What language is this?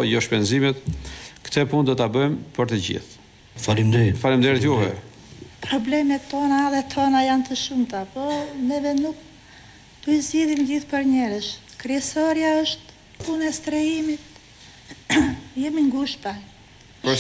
Albanian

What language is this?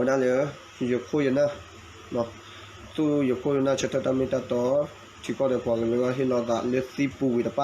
S'gaw Karen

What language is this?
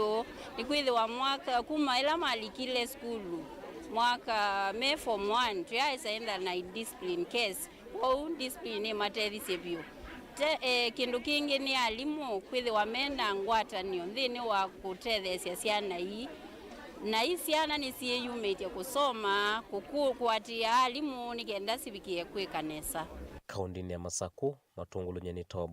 Kamba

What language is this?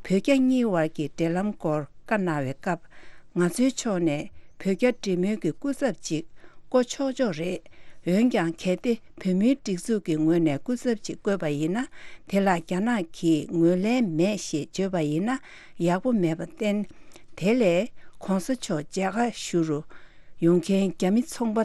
Tibetan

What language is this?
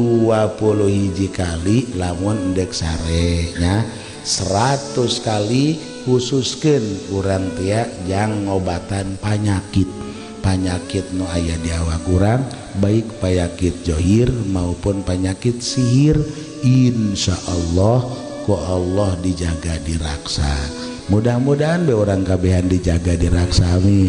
Sundanese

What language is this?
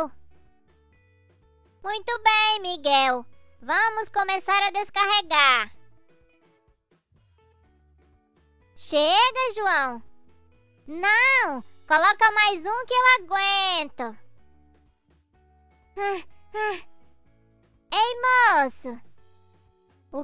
Portuguese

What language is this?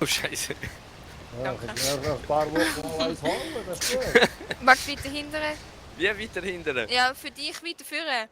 Swiss German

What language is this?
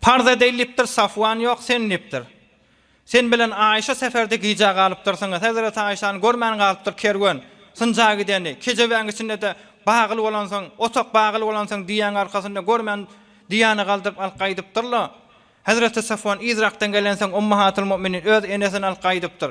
Turkmen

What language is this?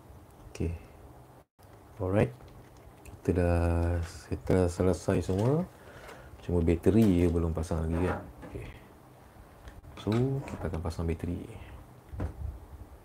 Malay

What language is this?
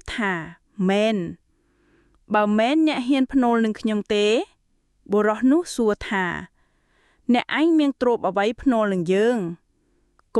Khmer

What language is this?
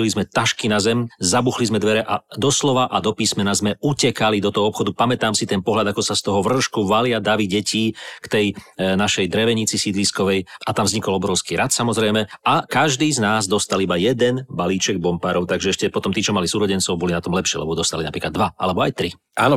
Slovak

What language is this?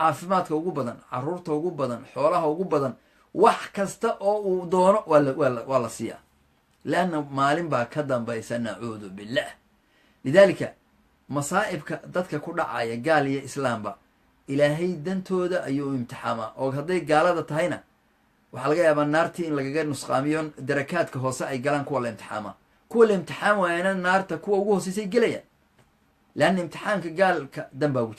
Somali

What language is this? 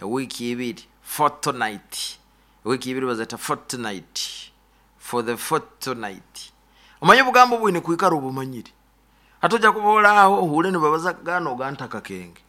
Nyoro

